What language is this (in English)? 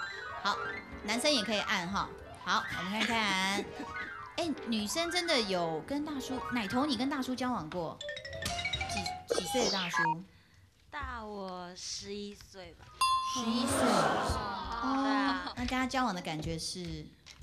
Chinese